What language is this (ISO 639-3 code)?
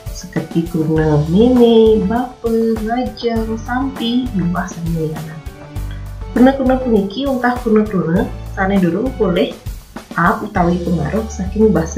ban